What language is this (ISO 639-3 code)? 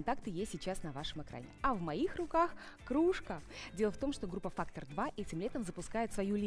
rus